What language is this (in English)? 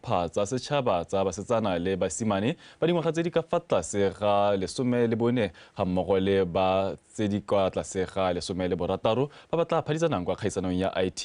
Tswana